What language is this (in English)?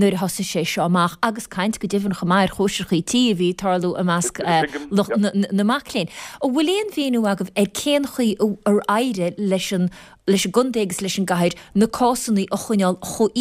Irish